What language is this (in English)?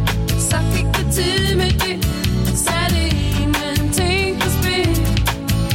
Danish